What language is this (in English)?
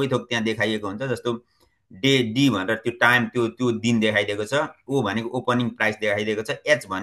Nepali